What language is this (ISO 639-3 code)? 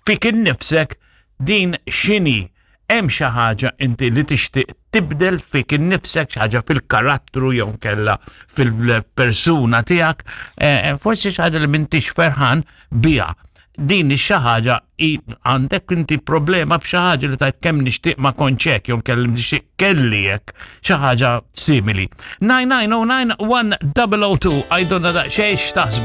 mlt